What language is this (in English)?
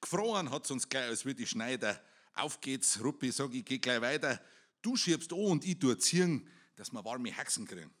Bavarian